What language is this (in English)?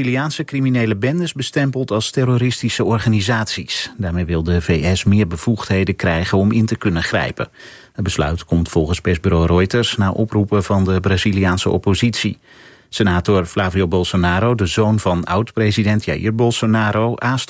Dutch